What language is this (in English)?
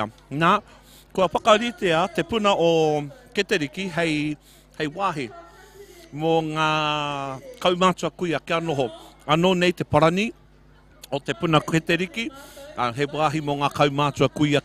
Māori